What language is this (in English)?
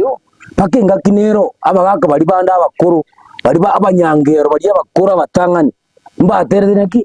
Gusii